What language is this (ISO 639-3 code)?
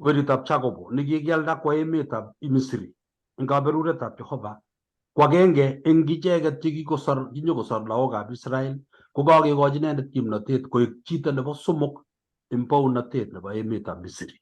kln